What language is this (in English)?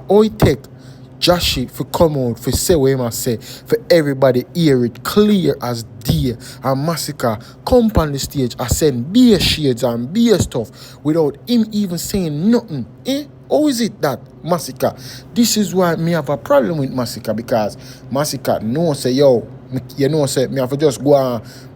Jamaican Creole English